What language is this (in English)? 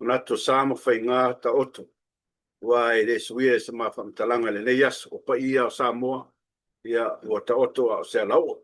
Samoan